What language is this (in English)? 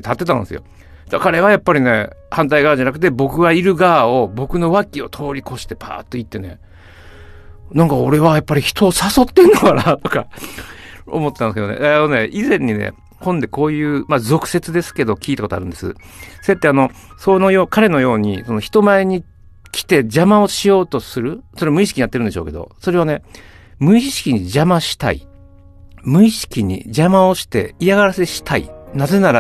Japanese